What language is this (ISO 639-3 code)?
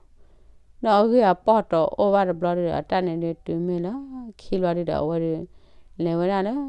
ksw